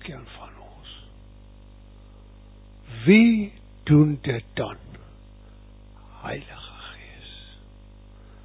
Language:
Afrikaans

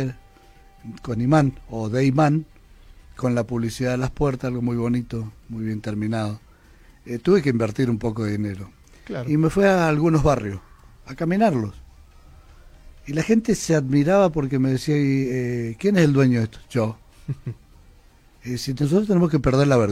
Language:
Spanish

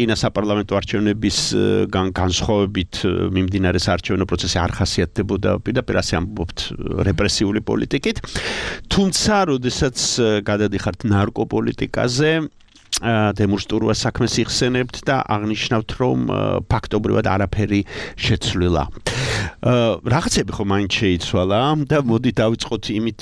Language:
Georgian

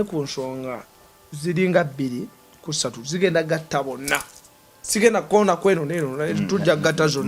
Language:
Ganda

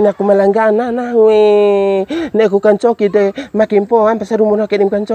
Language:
Bima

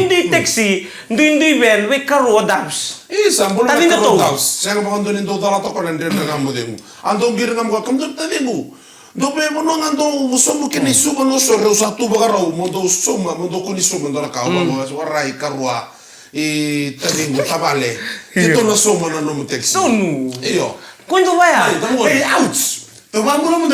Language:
Fijian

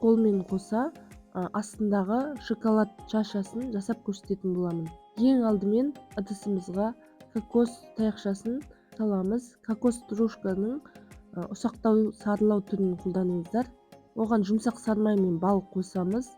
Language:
Kazakh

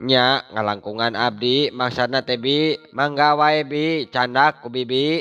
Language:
Sundanese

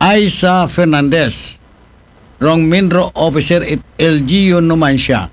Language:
Aklanon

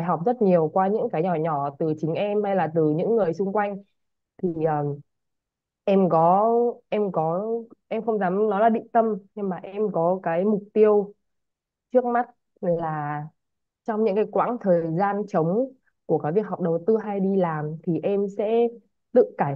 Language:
Vietnamese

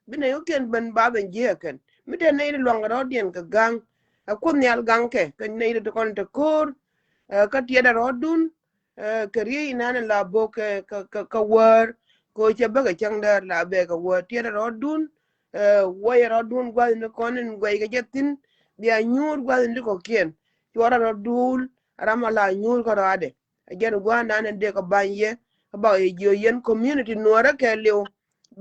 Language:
Nuer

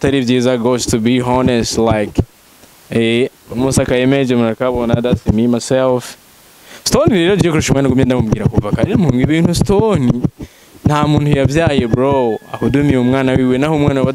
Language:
Rundi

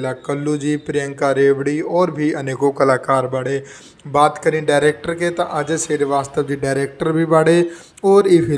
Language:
Bhojpuri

